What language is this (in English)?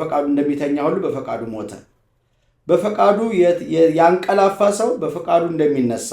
Amharic